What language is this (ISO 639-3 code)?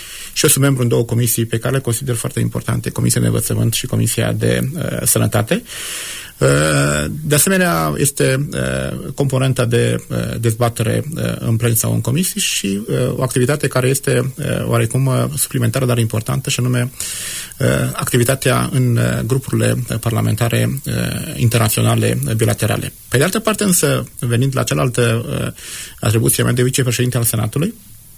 ron